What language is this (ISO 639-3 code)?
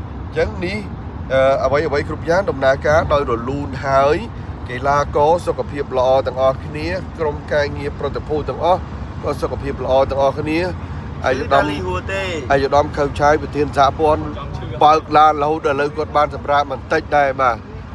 khm